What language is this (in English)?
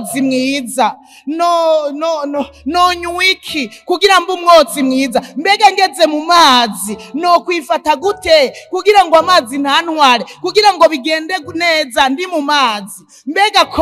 Rundi